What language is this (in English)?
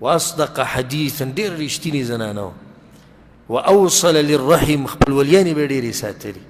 Pashto